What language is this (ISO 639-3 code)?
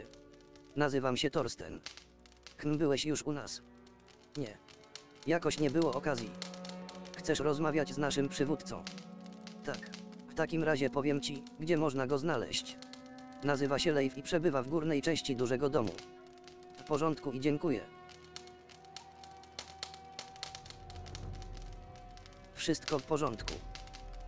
pol